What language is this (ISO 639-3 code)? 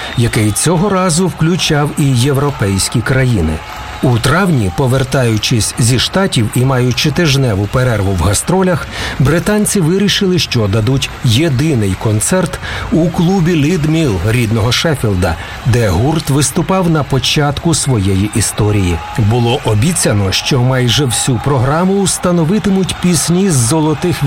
ukr